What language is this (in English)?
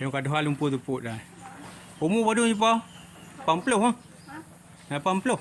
Achinese